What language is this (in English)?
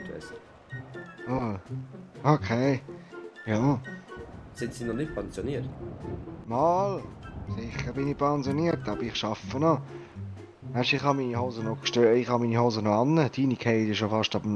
Swiss German